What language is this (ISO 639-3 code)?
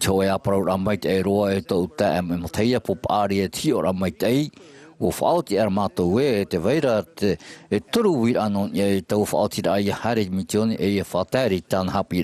tah